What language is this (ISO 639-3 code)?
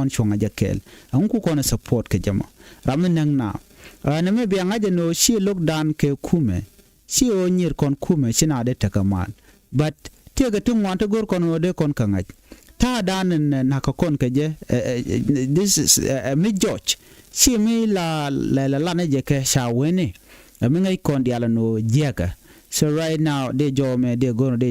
nus